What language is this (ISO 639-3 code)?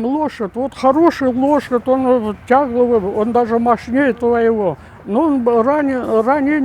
crh